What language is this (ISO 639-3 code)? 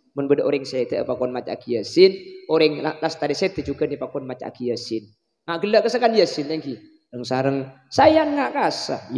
mad